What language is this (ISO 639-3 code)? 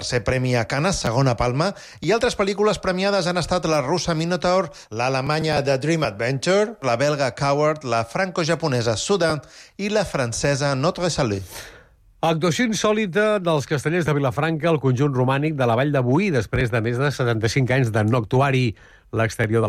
cat